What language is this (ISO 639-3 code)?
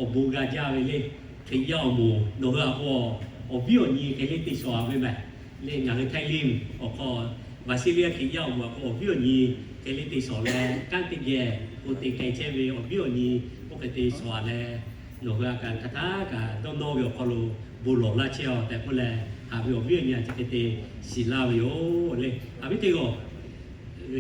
lhu